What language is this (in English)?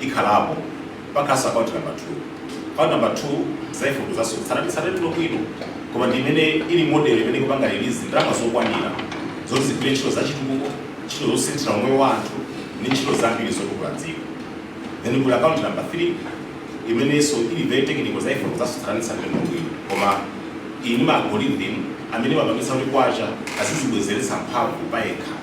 Nyanja